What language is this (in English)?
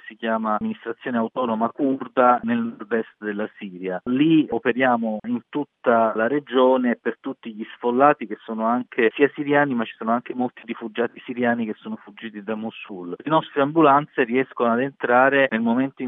Italian